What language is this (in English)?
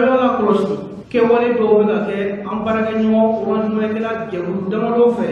Bambara